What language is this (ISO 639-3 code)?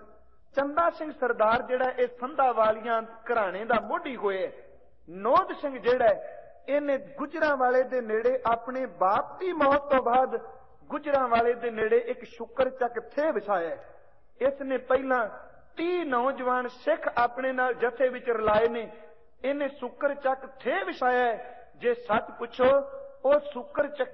pan